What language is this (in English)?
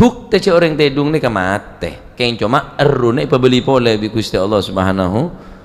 Madurese